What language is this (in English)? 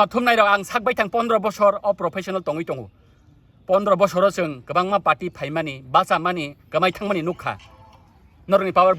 Kok Borok